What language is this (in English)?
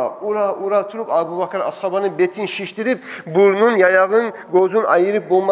Kumyk